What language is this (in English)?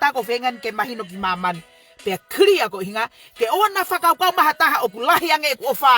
Tongan